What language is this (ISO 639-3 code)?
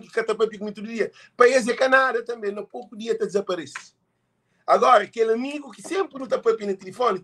kea